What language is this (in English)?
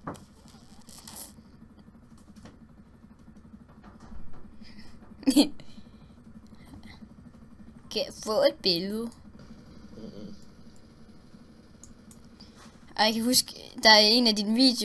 Danish